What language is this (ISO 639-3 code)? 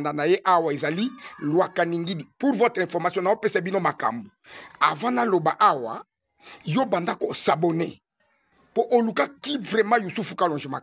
lin